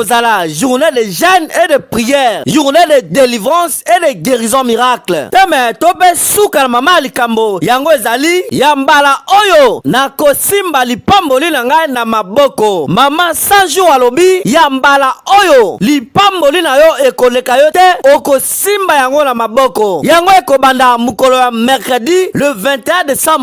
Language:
Lingala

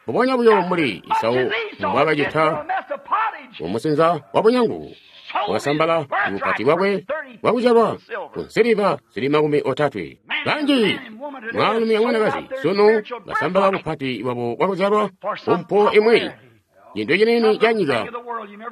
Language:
Tonga (Zambia)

